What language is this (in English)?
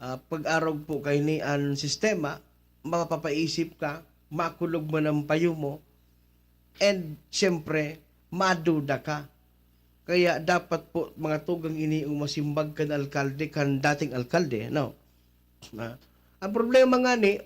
Bikol